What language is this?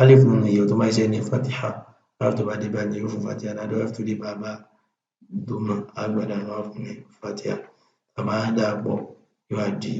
Yoruba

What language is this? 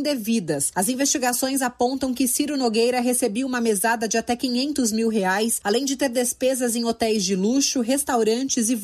Portuguese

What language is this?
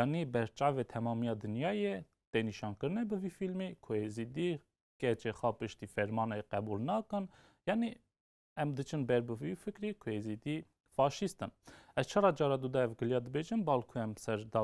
Kurdish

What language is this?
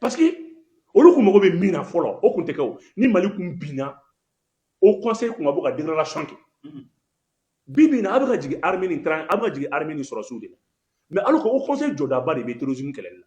Bambara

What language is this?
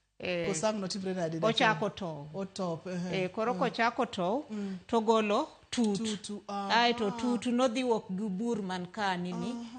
Luo (Kenya and Tanzania)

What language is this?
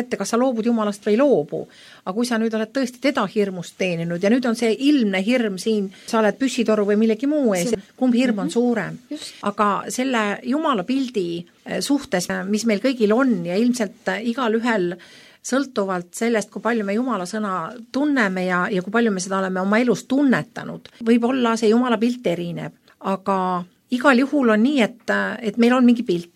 Estonian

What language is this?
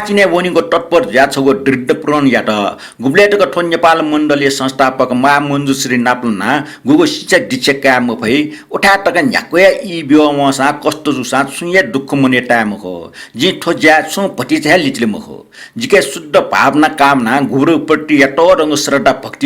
Newari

